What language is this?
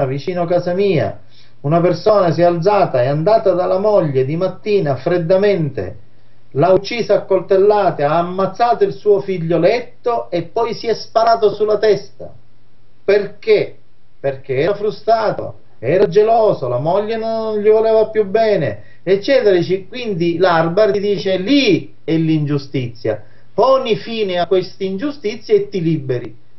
Italian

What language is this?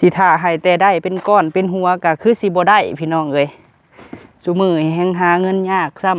Lao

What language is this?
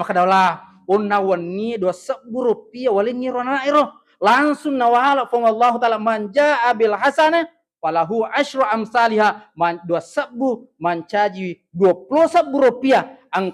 Buginese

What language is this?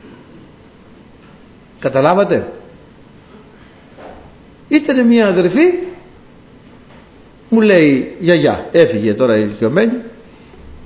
Greek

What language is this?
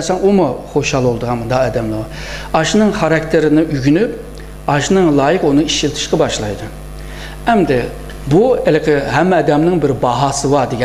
Uyghur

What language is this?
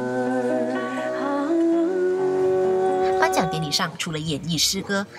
Chinese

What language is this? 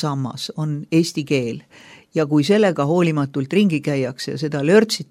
Estonian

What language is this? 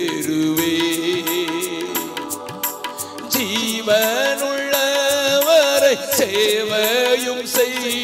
Tamil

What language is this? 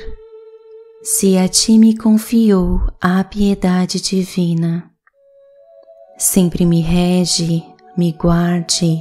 Portuguese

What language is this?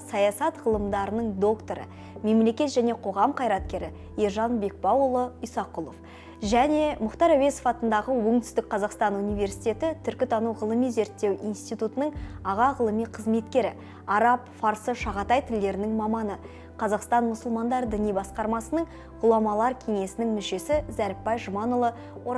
Kazakh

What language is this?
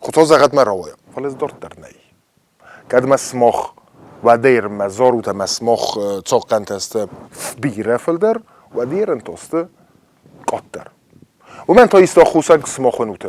Ossetic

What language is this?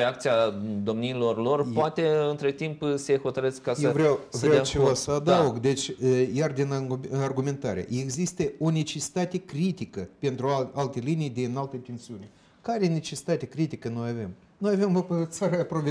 Romanian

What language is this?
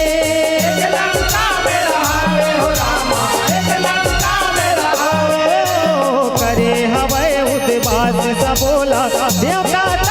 Chhattisgarhi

